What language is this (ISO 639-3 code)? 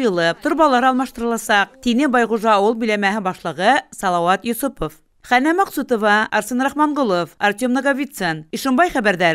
bak